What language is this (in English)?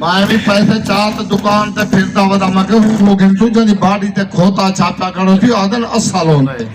Saraiki